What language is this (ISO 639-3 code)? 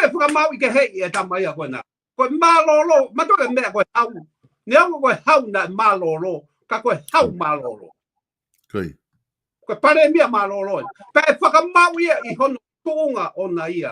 ton